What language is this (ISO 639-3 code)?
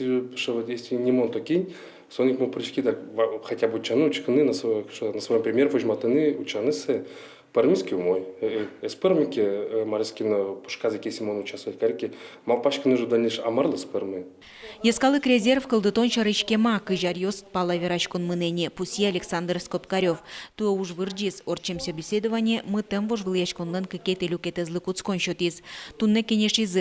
udm